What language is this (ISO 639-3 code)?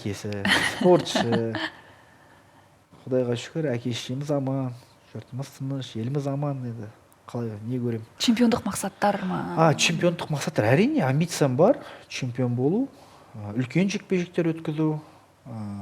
kaz